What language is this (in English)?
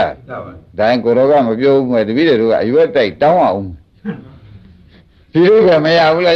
Burmese